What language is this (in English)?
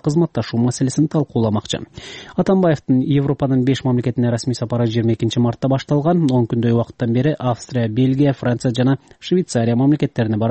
Kyrgyz